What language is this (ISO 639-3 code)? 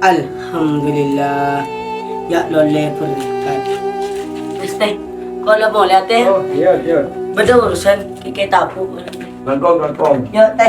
mad